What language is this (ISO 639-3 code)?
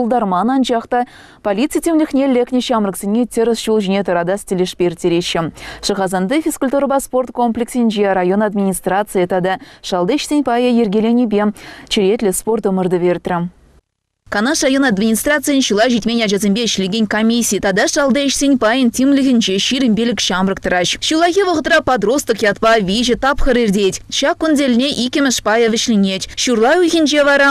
chv